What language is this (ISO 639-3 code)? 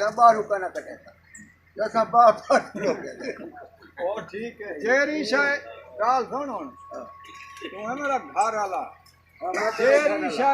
skr